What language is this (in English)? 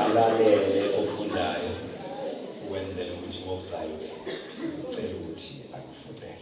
Zulu